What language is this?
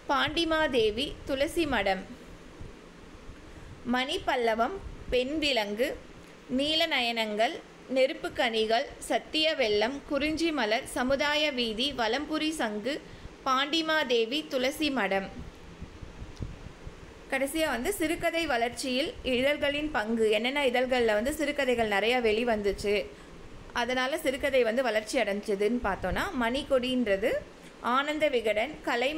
Tamil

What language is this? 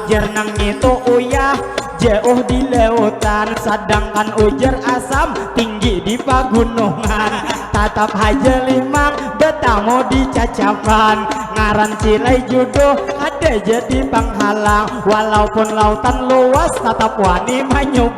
Banjar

